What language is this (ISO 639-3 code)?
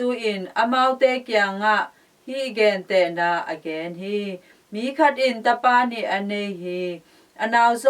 ctd